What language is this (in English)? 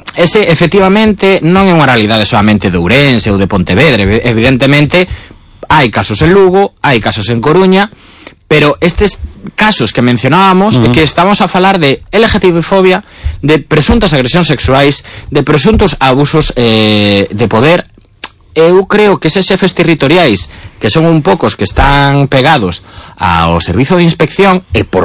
Galician